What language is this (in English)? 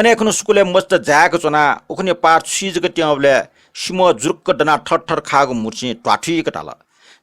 Newari